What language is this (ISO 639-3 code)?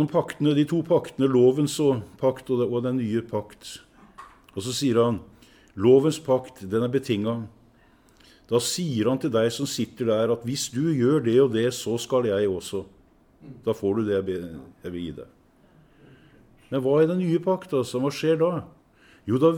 nor